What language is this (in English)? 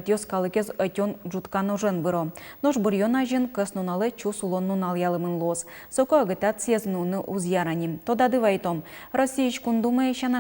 Udmurt